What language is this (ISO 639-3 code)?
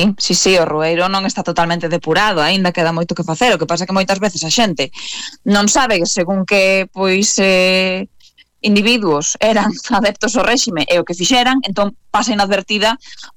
glg